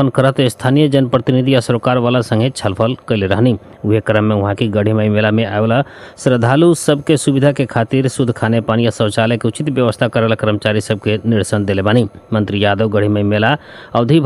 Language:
Bhojpuri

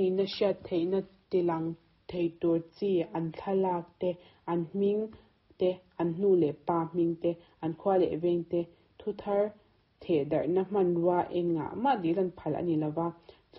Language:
Mizo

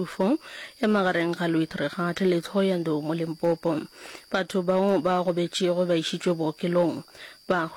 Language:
Northern Sotho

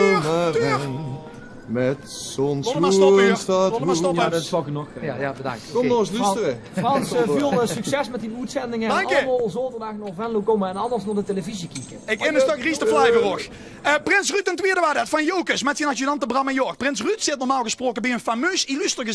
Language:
Limburgish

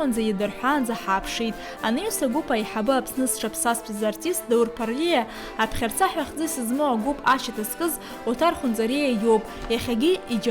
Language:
Abkhazian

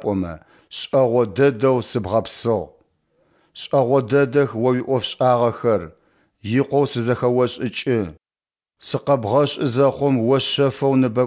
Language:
Adyghe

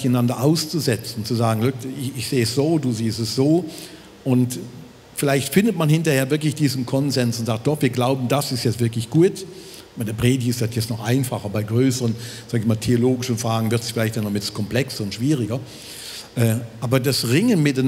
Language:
Swiss German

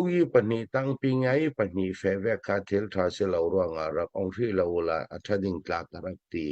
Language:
Falam Chin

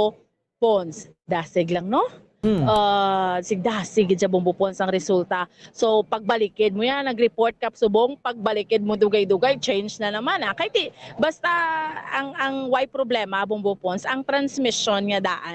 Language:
Hiligaynon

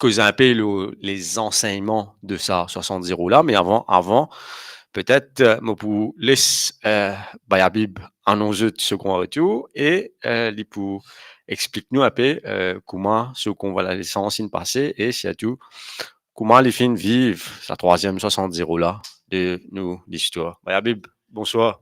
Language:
Morisyen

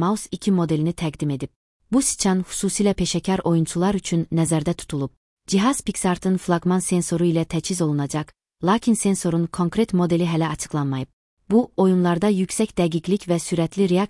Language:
Azerbaijani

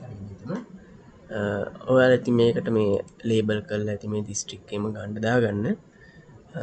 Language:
Sinhala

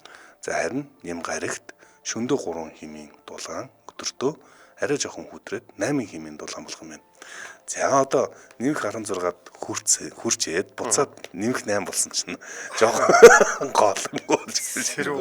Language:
Mongolian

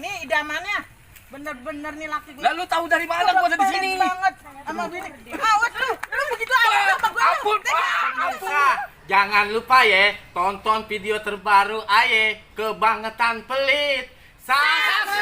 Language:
Betawi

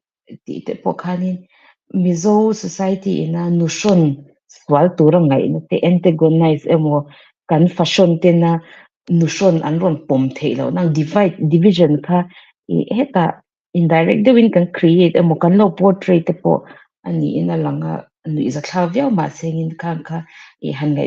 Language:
Mizo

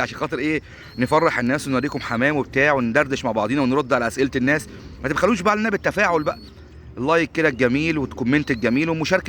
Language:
Egyptian Arabic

